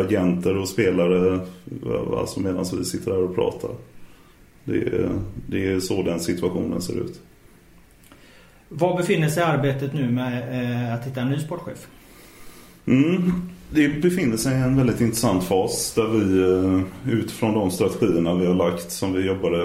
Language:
Swedish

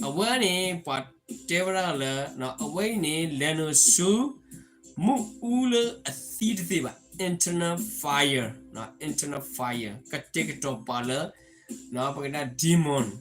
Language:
S'gaw Karen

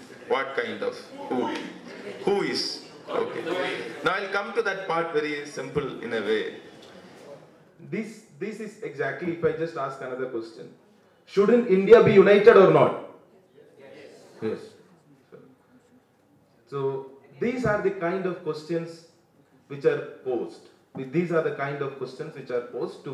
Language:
English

